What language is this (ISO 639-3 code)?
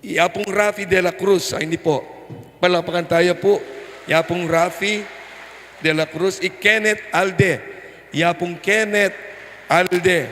pam